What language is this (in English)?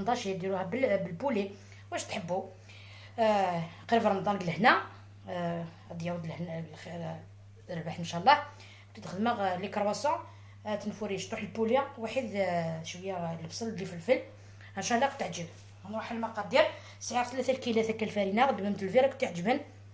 Algerian Arabic